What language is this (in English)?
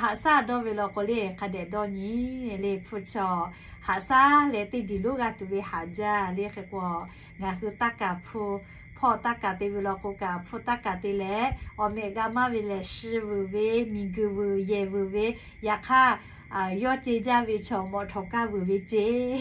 Lahu